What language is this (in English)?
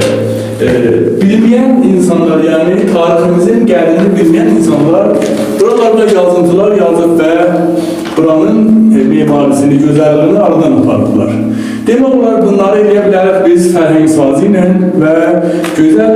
South Azerbaijani